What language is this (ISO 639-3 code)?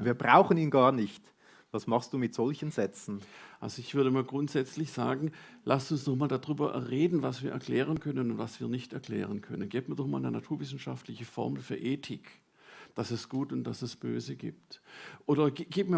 gsw